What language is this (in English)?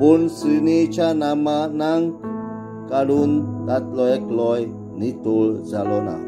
Konkani